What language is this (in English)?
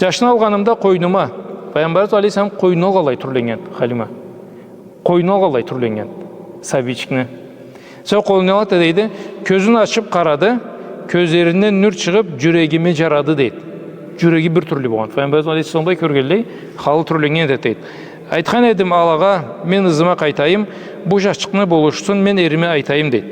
Karachay-Balkar